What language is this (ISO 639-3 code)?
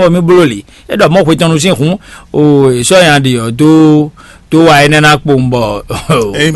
fon